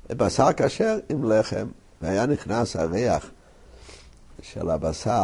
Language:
Hebrew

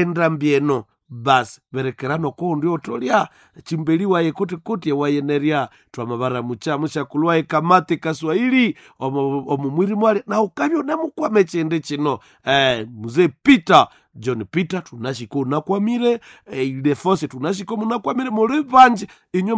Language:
Nande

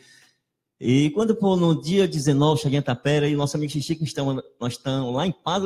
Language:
Portuguese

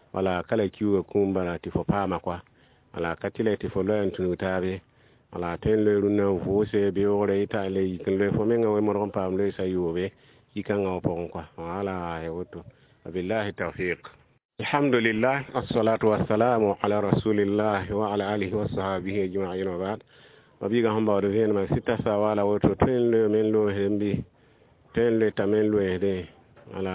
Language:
Mossi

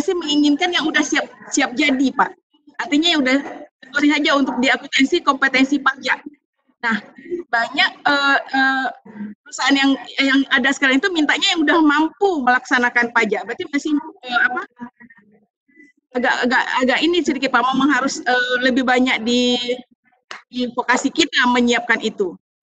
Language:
Indonesian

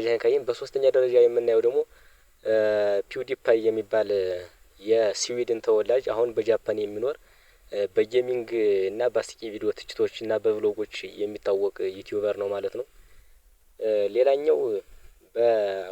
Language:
Amharic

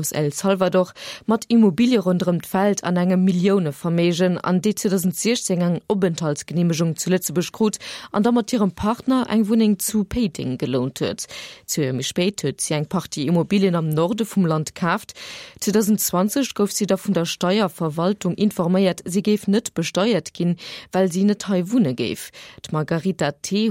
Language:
Luxembourgish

